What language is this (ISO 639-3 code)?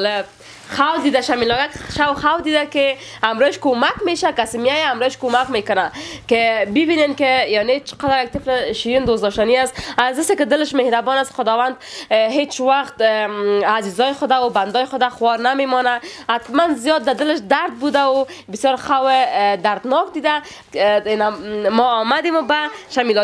fas